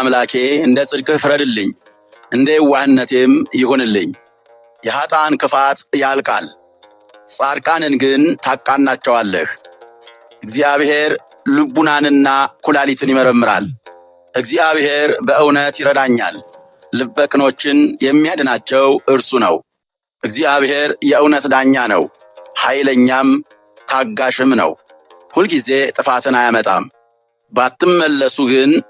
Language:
Amharic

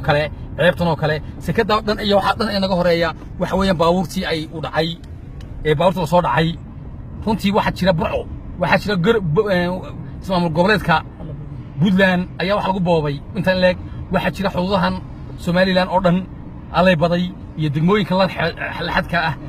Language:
Somali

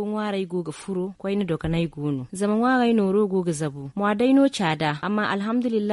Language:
Zarma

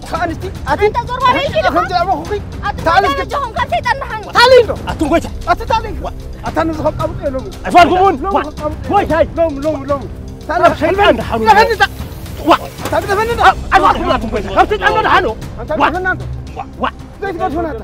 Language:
Tigrinya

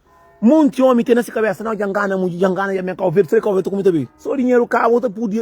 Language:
Kabuverdianu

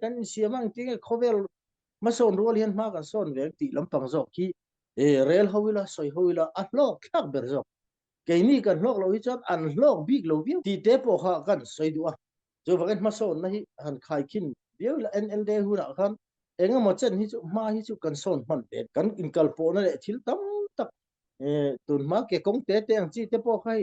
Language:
Falam Chin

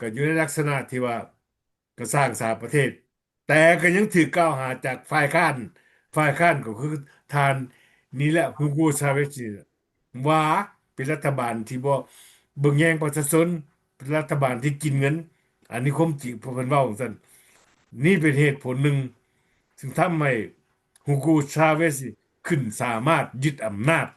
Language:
Lao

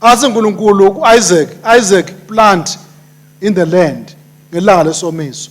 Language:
Swati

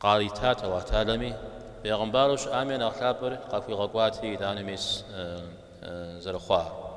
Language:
Kabardian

